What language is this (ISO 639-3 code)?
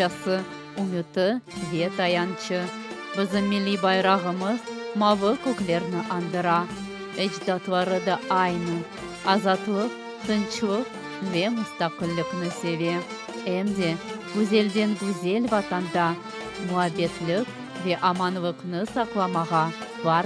crh